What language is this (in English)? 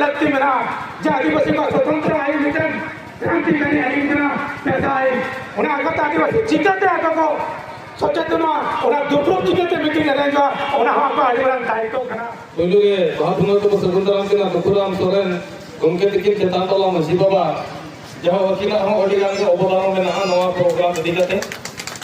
Santali